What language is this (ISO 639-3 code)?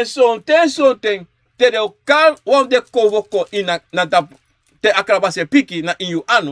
srn